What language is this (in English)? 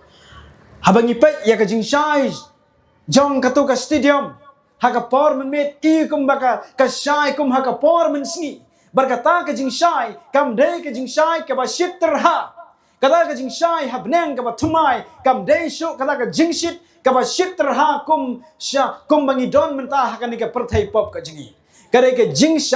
Khasi